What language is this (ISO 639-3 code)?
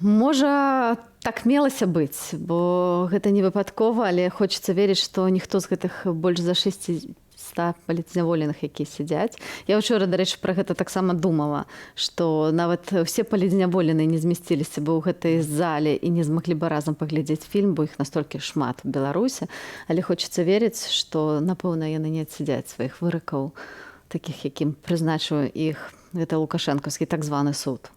bel